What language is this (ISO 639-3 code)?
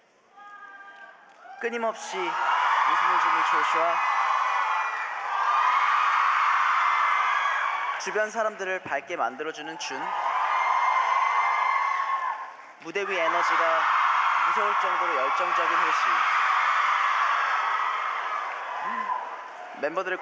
kor